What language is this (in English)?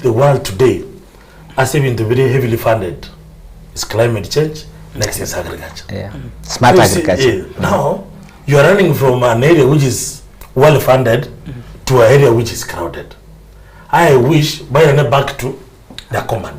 Gusii